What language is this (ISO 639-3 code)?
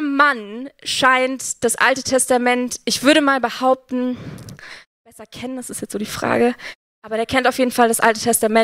gsw